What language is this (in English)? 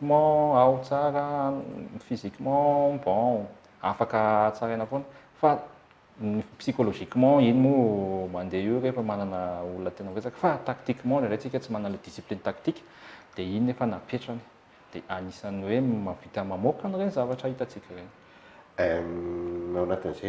Malagasy